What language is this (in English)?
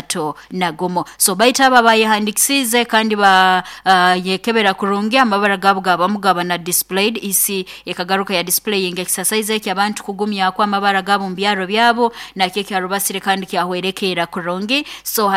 Nyoro